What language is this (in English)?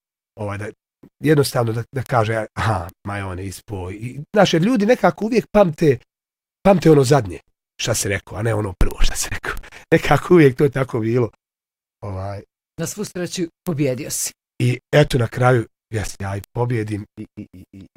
Bosnian